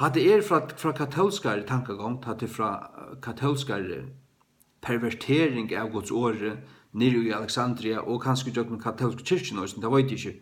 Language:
Faroese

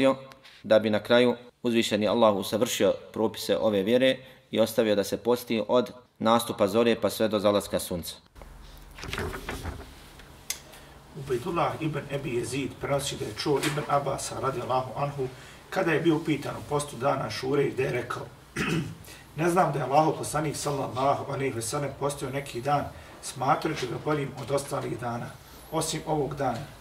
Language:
Bosnian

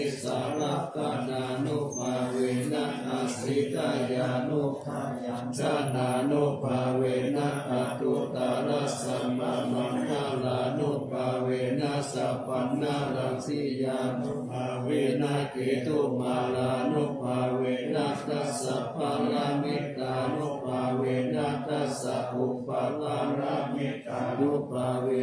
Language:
Pali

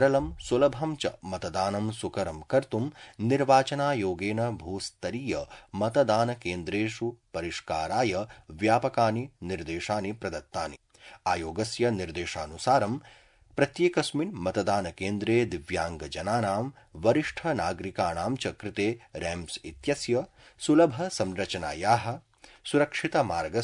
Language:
Sanskrit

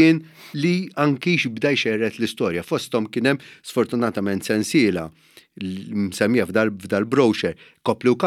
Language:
Maltese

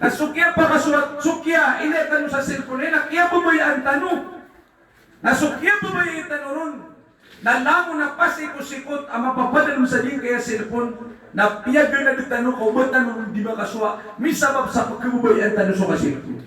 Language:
Maranao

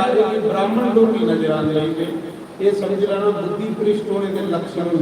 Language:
Dogri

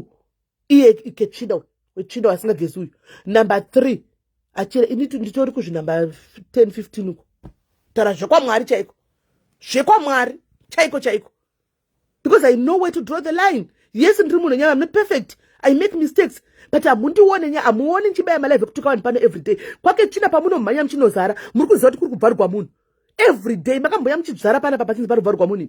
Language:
Shona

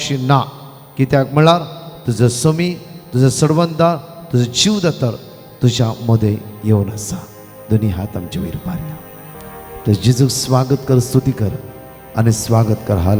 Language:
Konkani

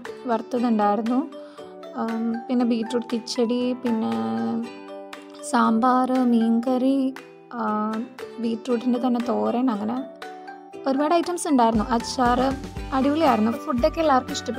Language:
Malayalam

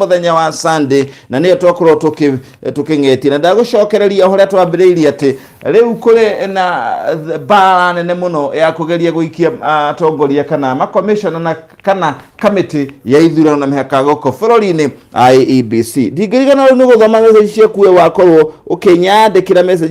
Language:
Kikuyu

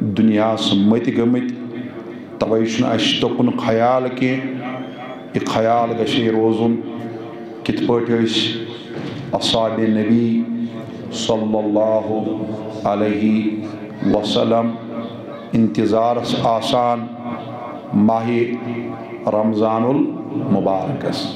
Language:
Kashmiri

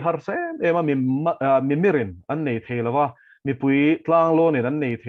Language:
Mizo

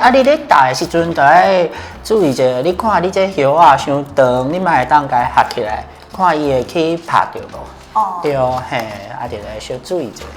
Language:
Min Nan Chinese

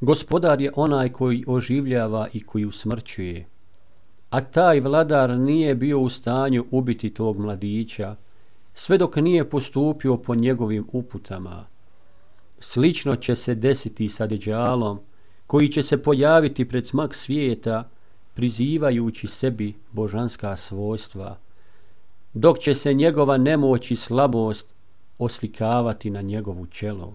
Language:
Bosnian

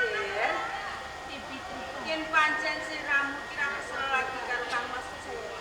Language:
Javanese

